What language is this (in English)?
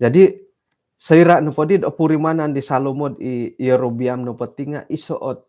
Central Dusun